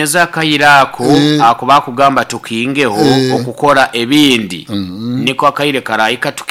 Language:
Nyoro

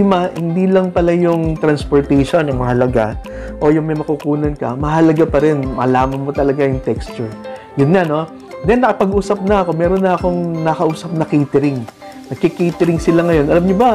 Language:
Filipino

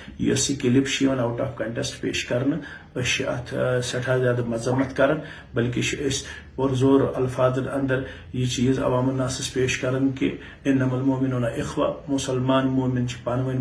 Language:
Kashmiri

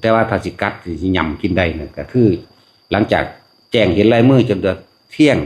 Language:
Lao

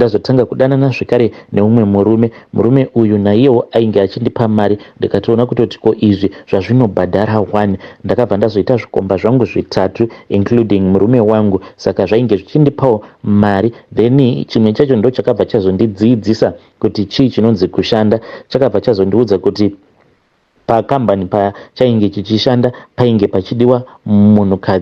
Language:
Shona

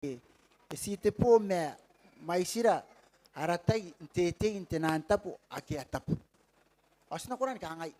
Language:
Gilbertese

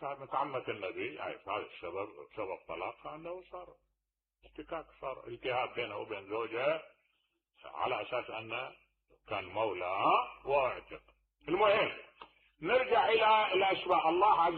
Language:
Mesopotamian Arabic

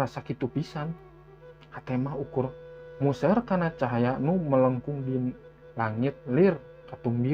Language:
Sundanese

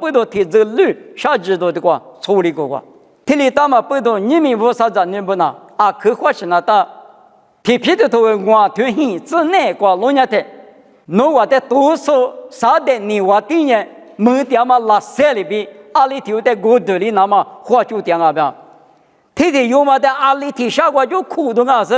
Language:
Lisu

